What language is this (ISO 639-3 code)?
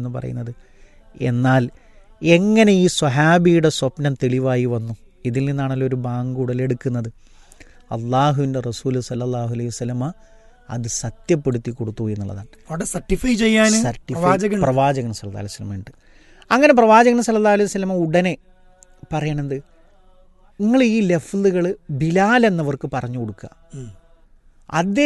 mal